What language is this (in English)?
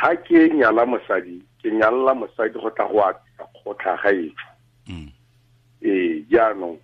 Tswana